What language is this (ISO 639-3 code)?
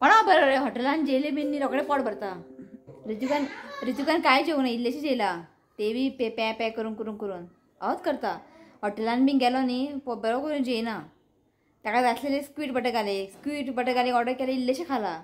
kok